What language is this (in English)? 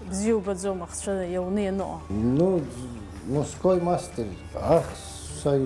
Abkhazian